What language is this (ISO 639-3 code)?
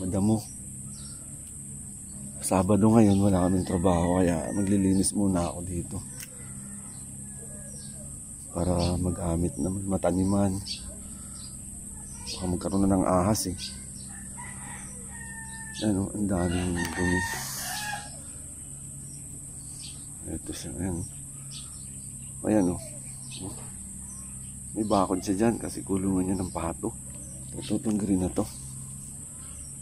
fil